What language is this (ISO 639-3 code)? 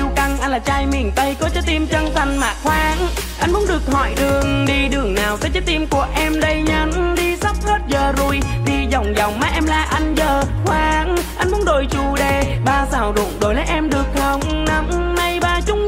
vie